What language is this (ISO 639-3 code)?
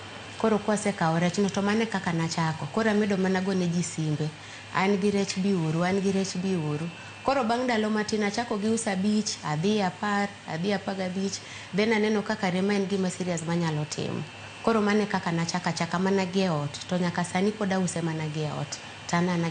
luo